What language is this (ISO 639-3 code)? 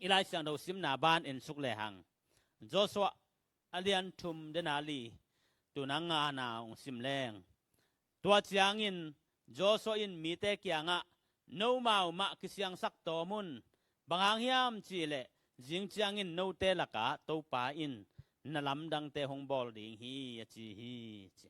ctd